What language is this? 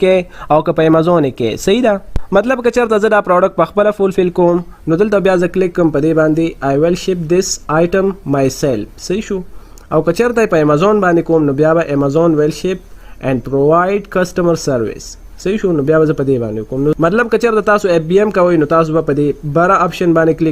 Pashto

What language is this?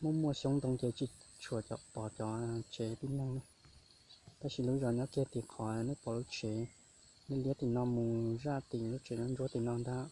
Hmong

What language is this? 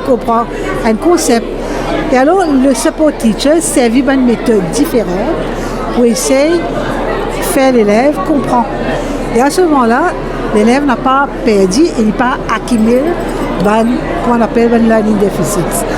Morisyen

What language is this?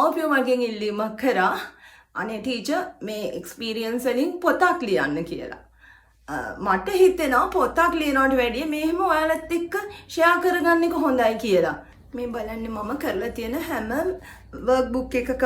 Sinhala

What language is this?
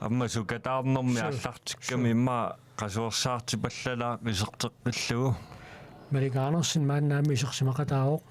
Kalaallisut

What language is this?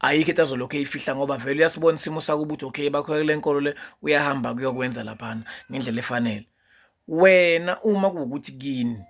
Zulu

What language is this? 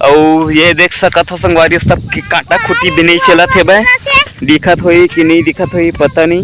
Chhattisgarhi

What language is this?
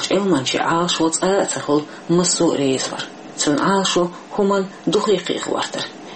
Chechen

